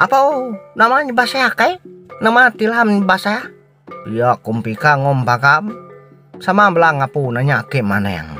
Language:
Iban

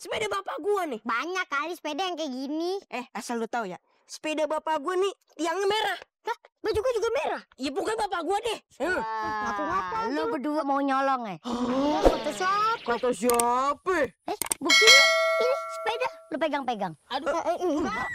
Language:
Betawi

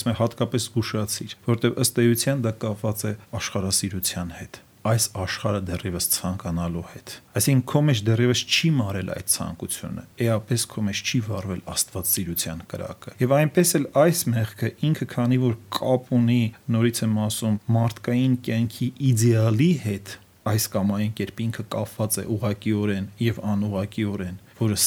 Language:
Armenian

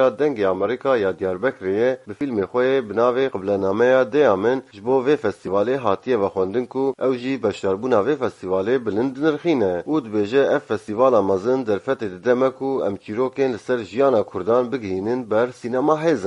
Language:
Kurdish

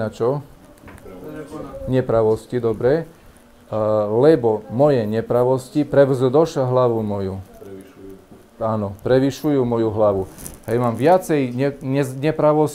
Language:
Slovak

